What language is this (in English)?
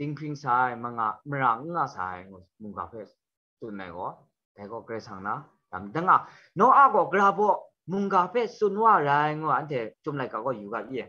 Kachin